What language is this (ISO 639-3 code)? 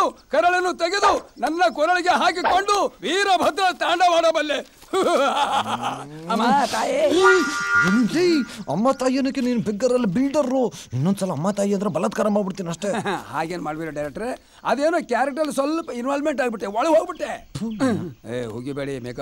kan